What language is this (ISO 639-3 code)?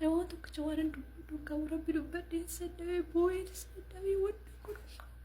orm